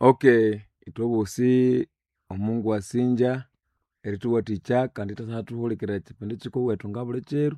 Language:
Nande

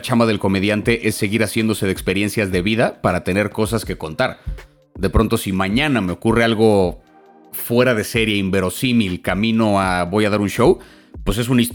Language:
Spanish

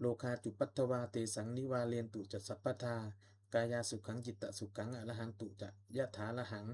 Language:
Pali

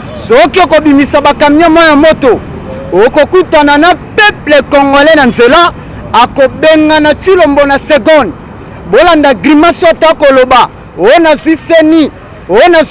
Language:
Lingala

